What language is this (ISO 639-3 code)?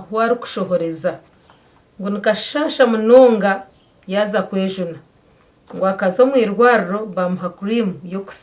nyn